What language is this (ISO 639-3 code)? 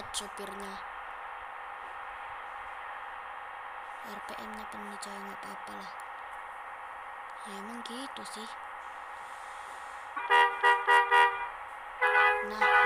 ind